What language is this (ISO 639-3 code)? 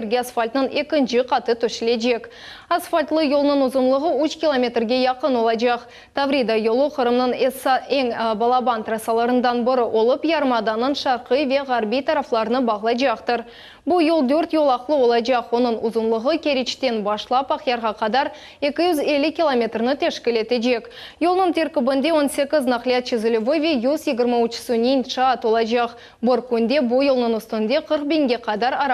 crh